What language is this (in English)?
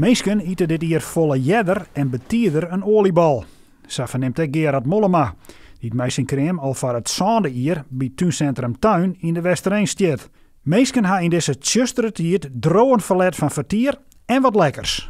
Western Frisian